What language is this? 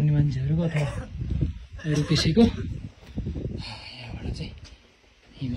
Nepali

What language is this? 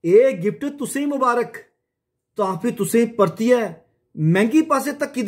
Dogri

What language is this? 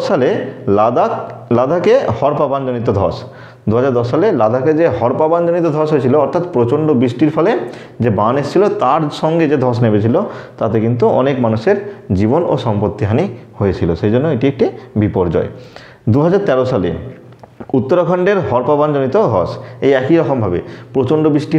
Bangla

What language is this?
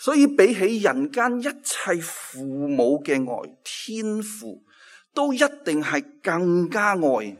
Cantonese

